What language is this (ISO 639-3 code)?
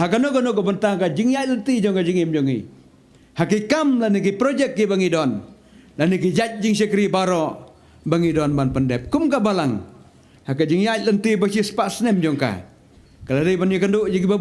kha